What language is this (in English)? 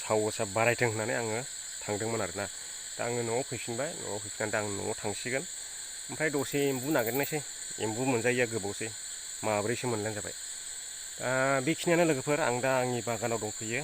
Bodo